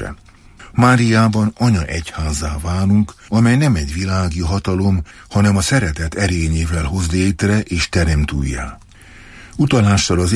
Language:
Hungarian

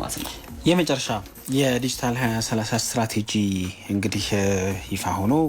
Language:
Amharic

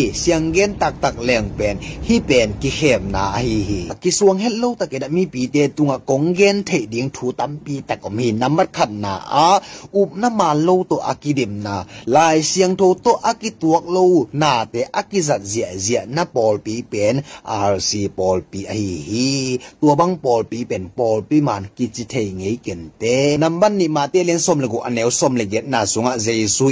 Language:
Tedim Chin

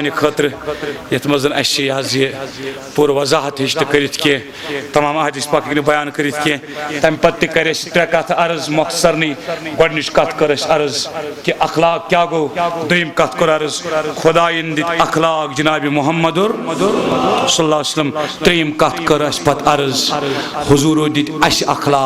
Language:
Kashmiri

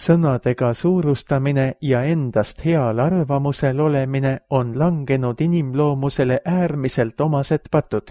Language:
Estonian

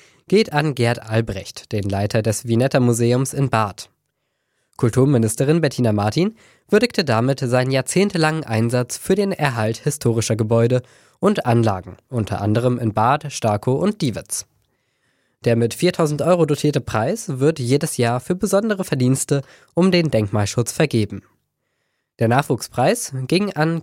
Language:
German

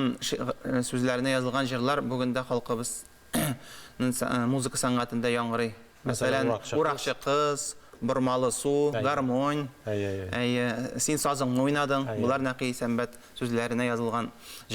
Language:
Tatar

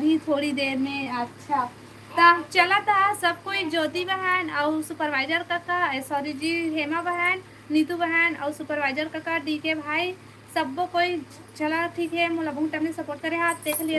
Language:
Chhattisgarhi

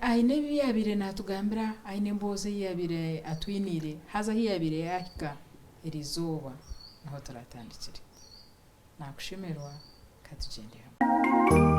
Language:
Nyankole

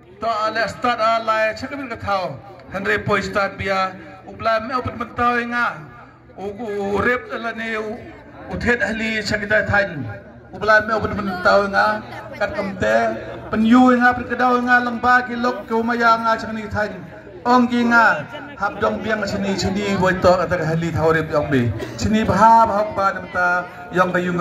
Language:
Khasi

